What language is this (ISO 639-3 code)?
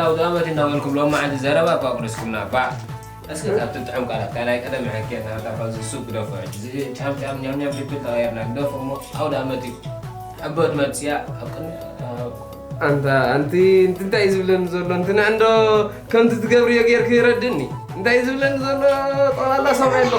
tir